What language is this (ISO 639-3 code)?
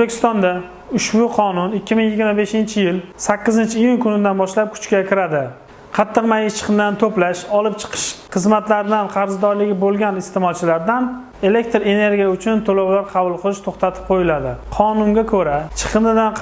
uzb